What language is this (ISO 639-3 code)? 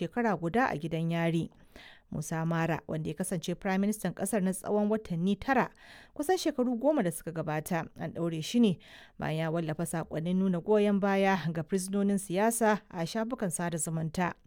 hau